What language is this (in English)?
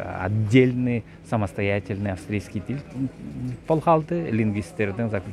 Southern Altai